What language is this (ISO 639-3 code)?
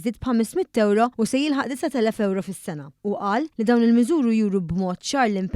mlt